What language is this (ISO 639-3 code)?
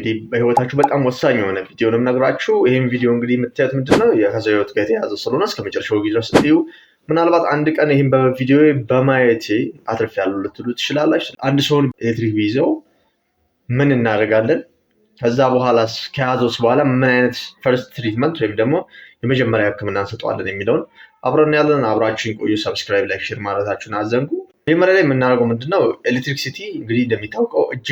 amh